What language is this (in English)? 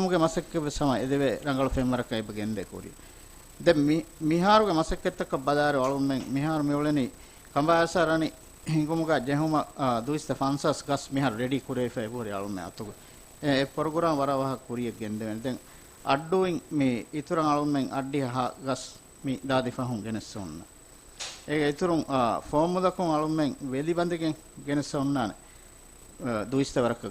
Divehi